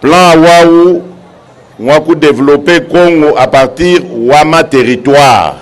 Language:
Luba-Lulua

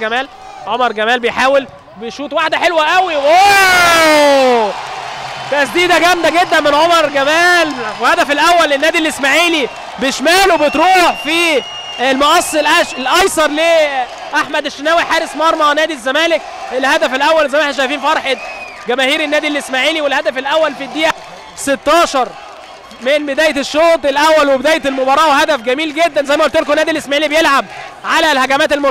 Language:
Egyptian Arabic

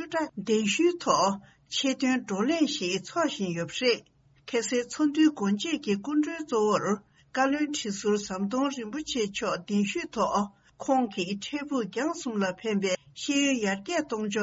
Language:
Tibetan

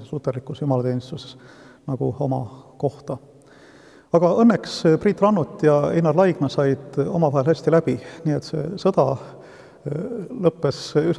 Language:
Estonian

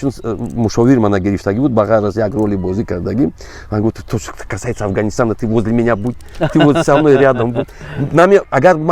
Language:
Tajik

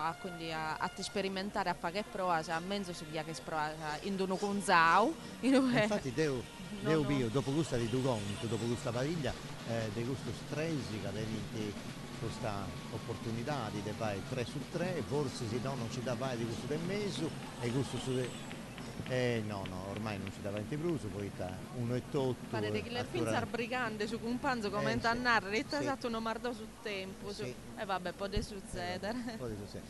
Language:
Sardinian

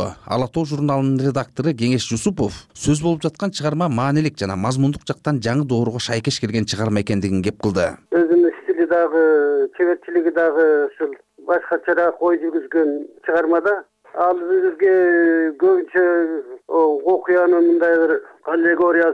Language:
Kyrgyz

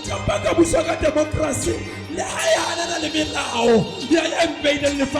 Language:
Southern Sotho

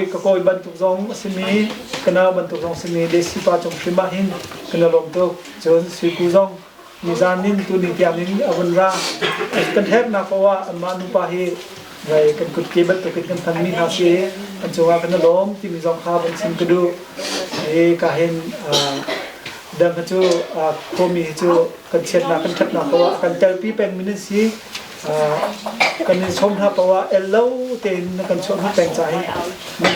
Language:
Hakha Chin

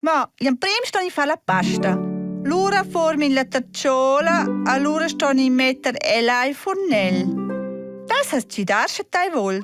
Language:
Romansh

